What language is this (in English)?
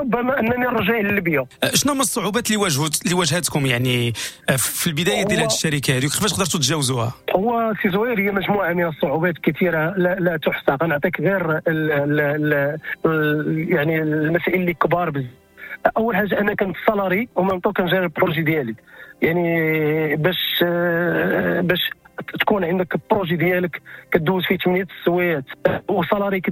Moroccan Arabic